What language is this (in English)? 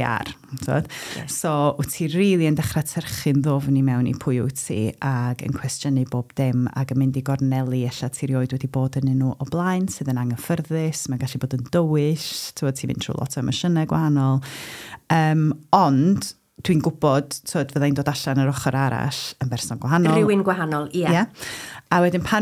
Welsh